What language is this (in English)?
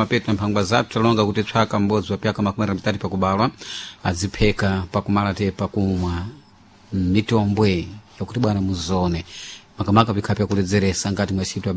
Sena